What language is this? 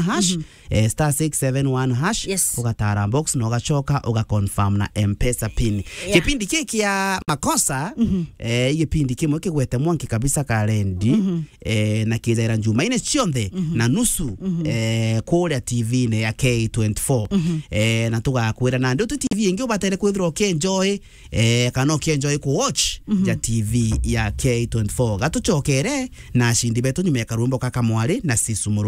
Meru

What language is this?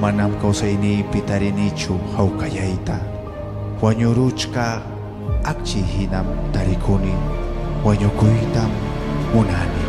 Ayacucho Quechua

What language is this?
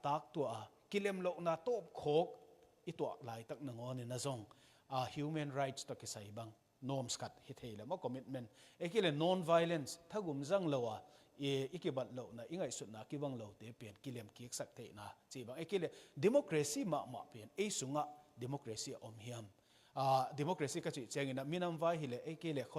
Tedim Chin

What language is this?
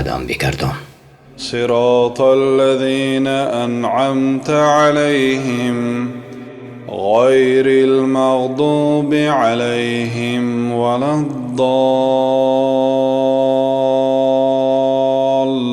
Tajik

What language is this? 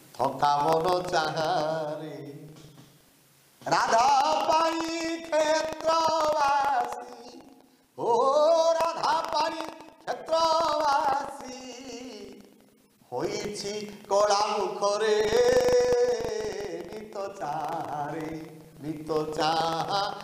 Odia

